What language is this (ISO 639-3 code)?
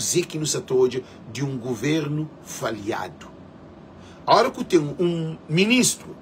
kea